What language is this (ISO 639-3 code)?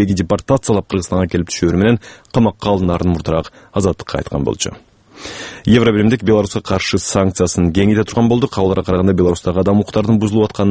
kir